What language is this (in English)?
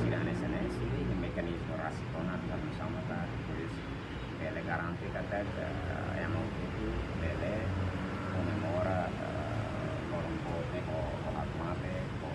Tetum